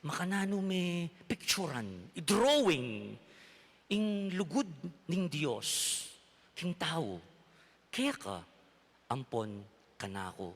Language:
Pampanga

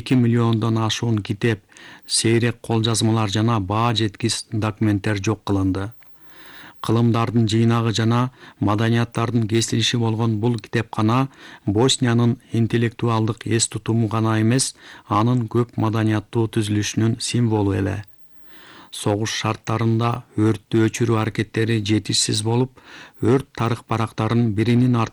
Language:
Kyrgyz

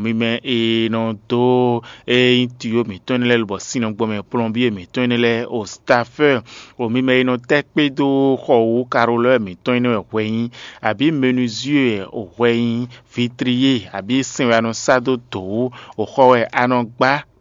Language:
Fon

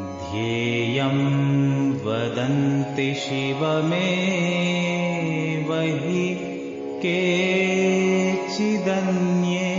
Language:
Sanskrit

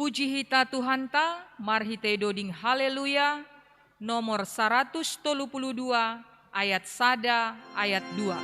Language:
Batak Simalungun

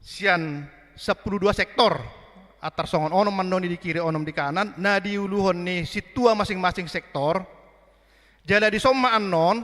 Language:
Batak Toba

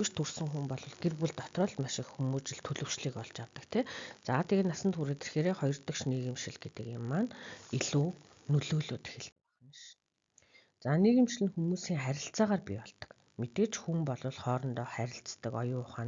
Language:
Mongolian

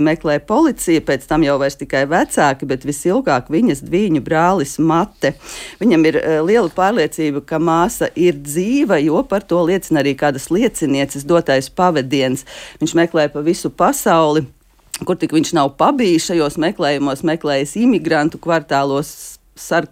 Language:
Latvian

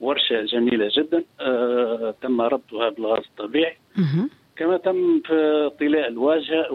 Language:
Tunisian Arabic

